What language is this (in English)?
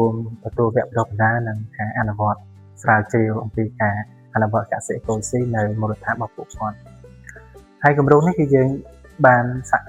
Khmer